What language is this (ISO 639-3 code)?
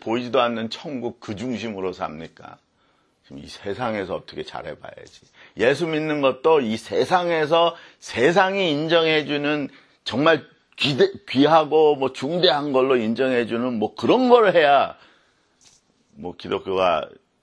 kor